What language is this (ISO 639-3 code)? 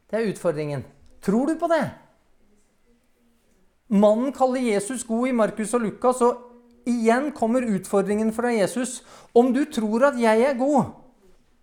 nor